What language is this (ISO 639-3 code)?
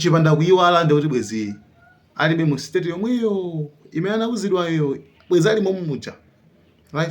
nya